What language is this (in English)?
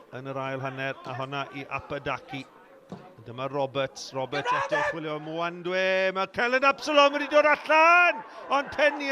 Welsh